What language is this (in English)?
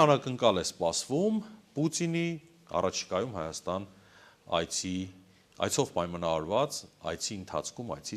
Armenian